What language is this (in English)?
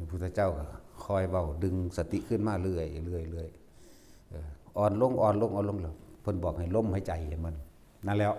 Lao